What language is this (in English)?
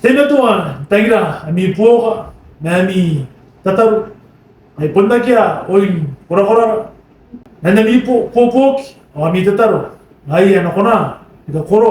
Gilbertese